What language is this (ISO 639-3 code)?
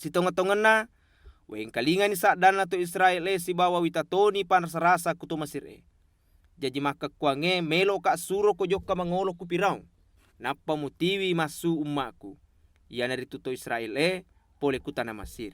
bug